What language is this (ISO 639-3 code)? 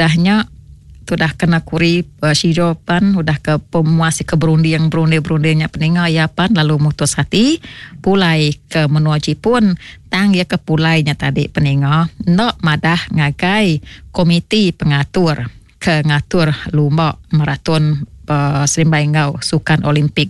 iba